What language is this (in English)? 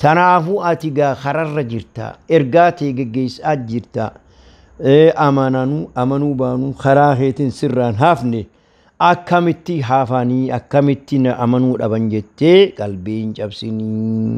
Oromo